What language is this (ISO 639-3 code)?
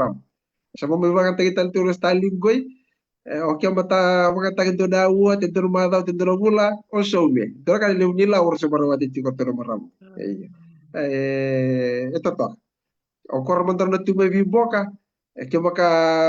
fij